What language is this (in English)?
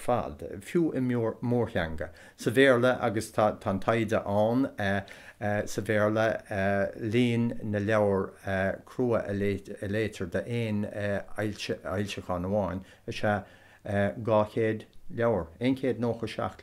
Irish